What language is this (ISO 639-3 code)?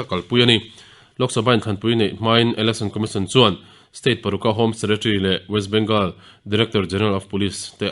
lus